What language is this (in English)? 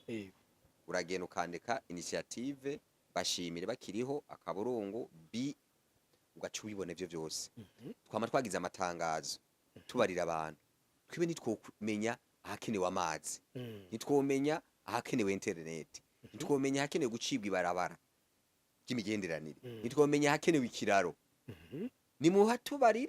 Rundi